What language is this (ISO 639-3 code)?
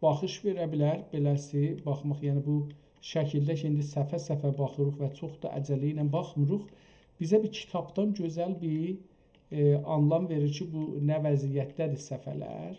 azb